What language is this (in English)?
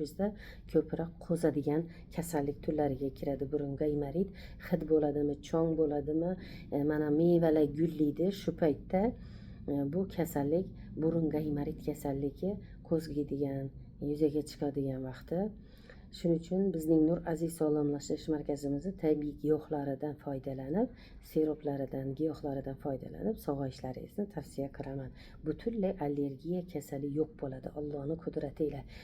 Uzbek